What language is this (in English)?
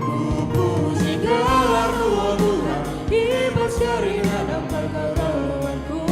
Batak Karo